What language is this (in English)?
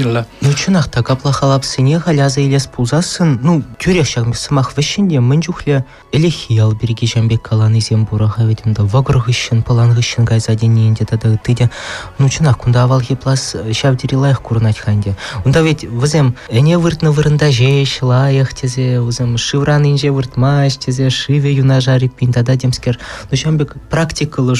Chuvash